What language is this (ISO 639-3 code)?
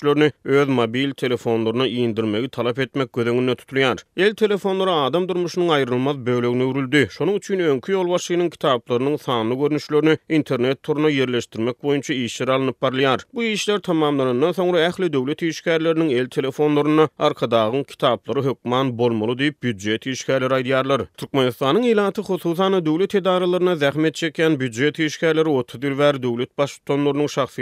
tuk